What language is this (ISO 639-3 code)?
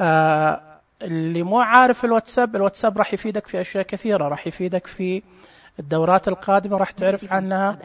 ars